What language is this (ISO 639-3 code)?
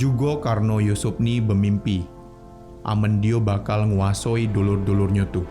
mui